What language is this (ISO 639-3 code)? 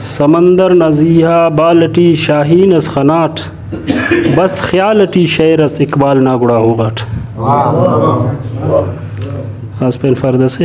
brh